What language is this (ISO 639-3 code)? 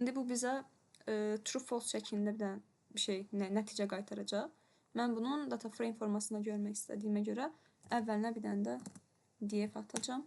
aze